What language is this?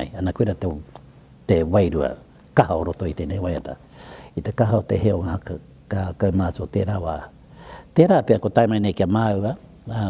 Māori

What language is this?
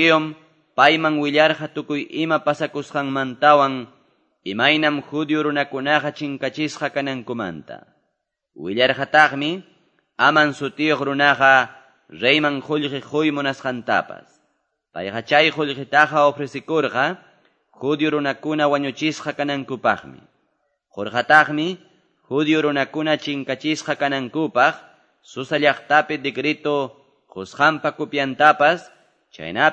Quechua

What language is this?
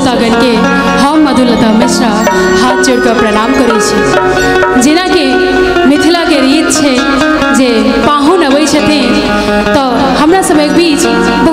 Maithili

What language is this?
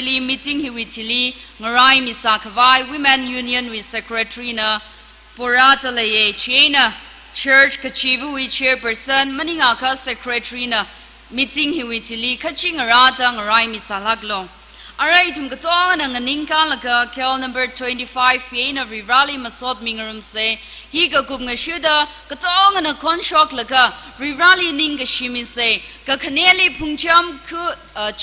Tangkhul Naga (India)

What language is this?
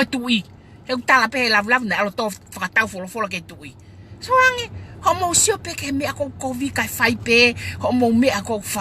Tongan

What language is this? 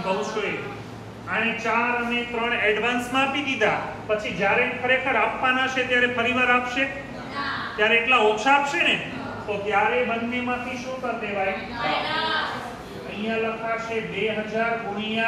Gujarati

